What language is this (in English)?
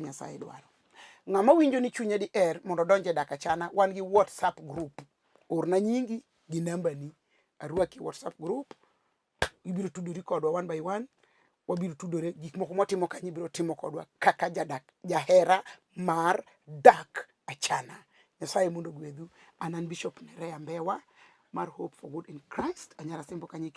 Luo (Kenya and Tanzania)